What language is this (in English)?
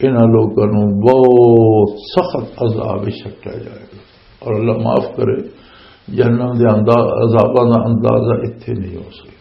Western Panjabi